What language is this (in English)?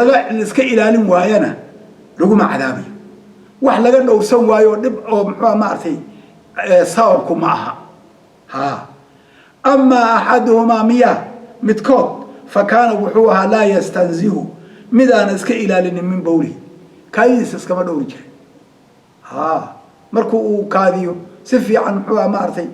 Somali